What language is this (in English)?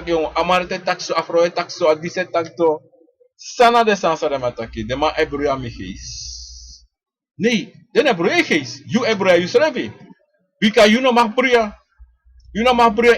Sranan Tongo